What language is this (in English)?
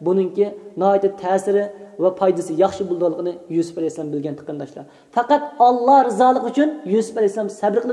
Uyghur